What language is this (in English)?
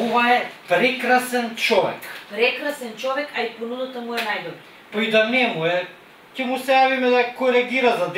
Macedonian